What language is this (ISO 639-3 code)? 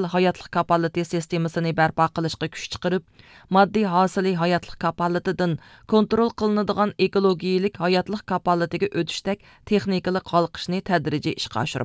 uig